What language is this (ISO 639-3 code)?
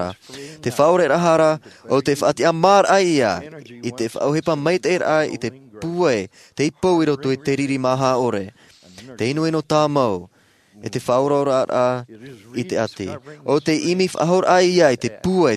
tah